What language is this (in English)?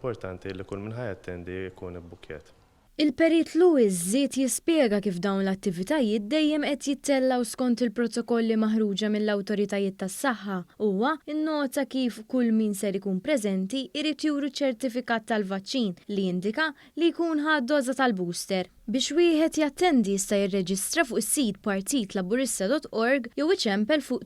Maltese